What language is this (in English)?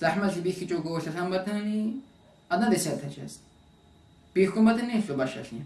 Avaric